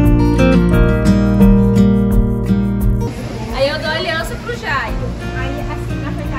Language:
Portuguese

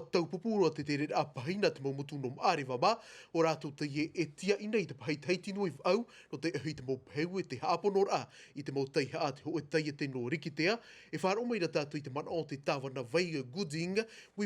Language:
Tahitian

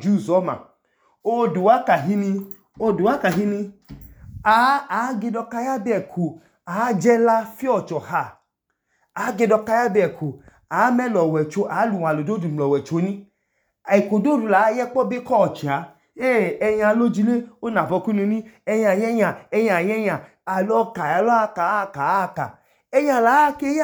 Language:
Idoma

